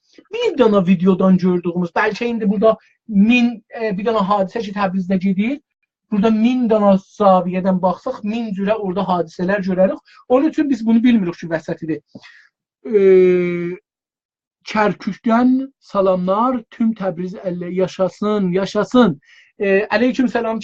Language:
South Azerbaijani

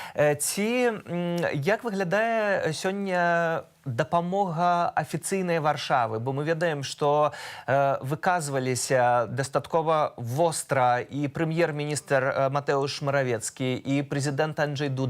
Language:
Belarusian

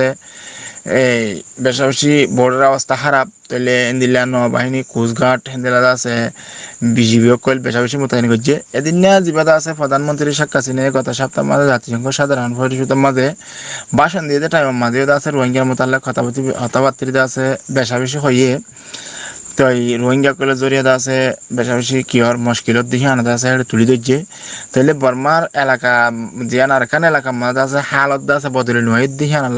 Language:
Rohingya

